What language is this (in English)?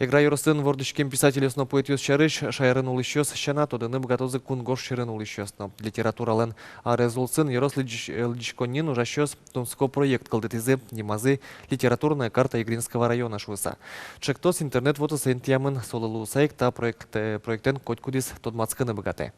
Udmurt